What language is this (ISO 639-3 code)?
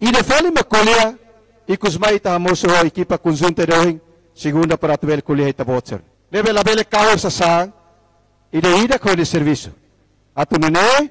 tet